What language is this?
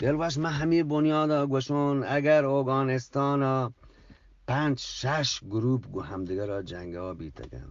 Eastern Balochi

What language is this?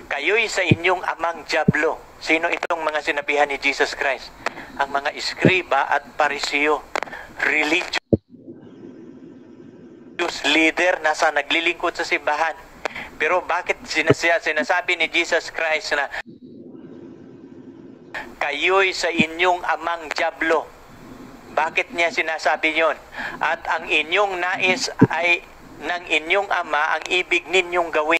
Filipino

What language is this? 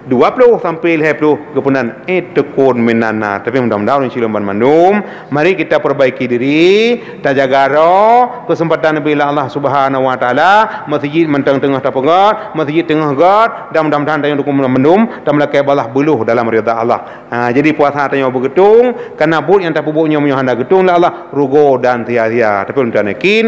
Achinese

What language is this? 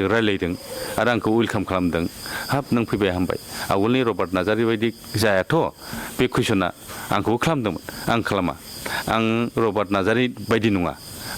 Bodo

